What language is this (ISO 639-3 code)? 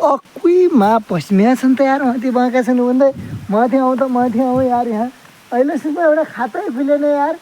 nep